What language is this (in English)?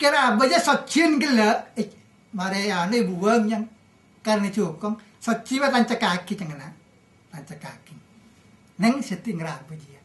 Madurese